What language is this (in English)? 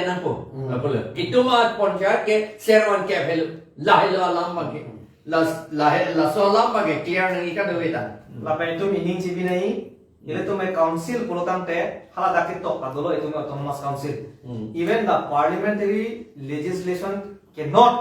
Karbi